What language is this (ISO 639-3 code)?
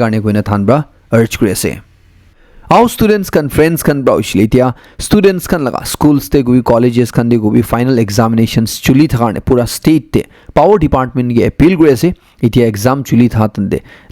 nag